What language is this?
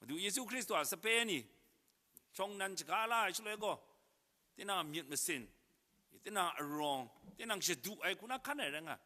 Kachin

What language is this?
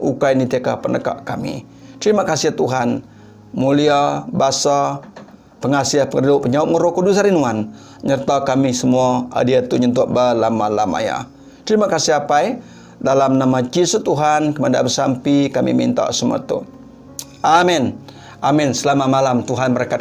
Iban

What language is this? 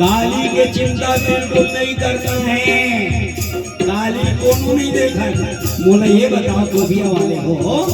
Chhattisgarhi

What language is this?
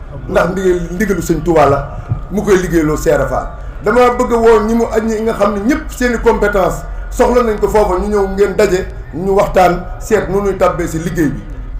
Wolof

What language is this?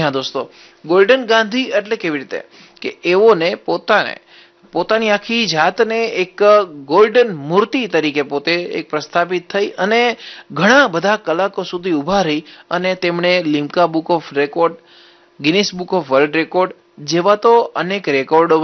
Gujarati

